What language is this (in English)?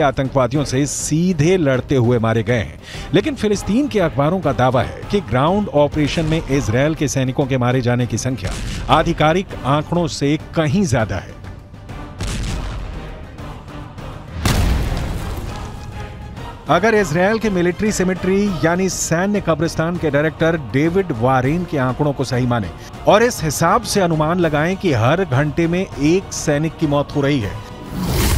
Hindi